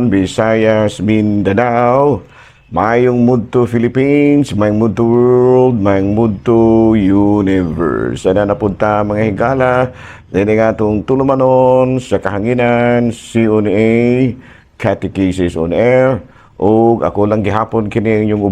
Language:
Cebuano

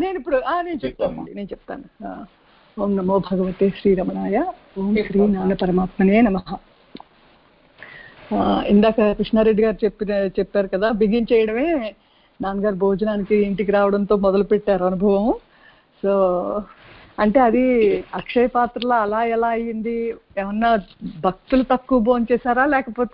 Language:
Telugu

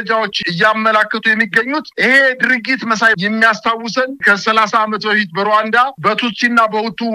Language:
Amharic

